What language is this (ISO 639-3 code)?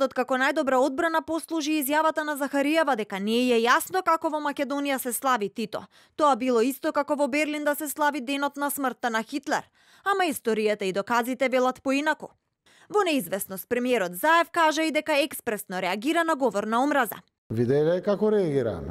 mkd